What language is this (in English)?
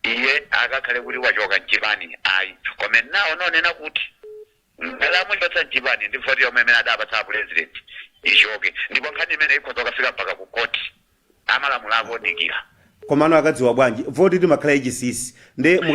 Nyanja